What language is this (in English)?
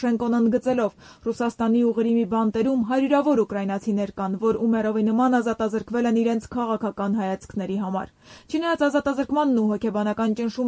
Armenian